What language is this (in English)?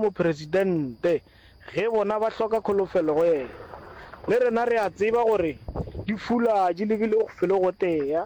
Northern Sotho